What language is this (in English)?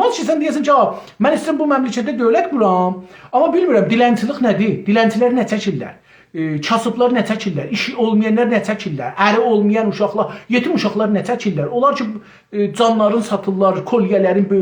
South Azerbaijani